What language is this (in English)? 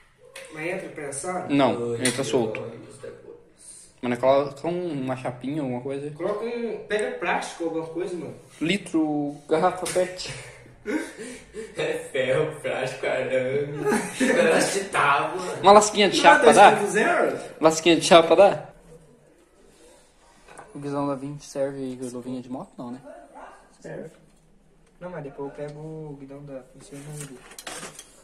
Portuguese